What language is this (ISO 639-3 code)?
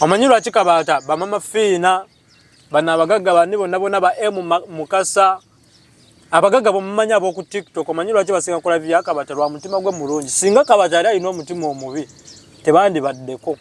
lug